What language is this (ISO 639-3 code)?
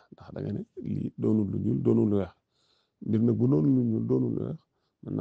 wol